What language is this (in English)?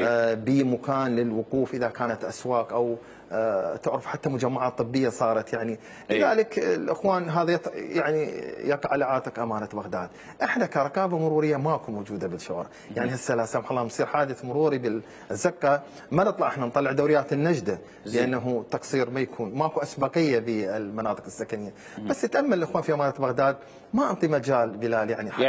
Mesopotamian Arabic